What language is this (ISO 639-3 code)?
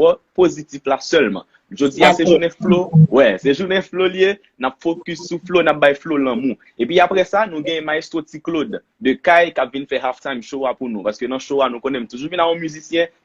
hat